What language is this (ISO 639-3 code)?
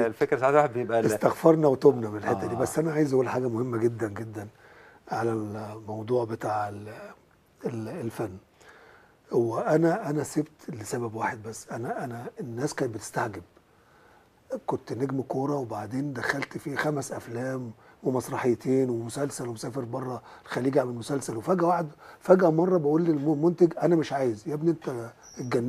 arz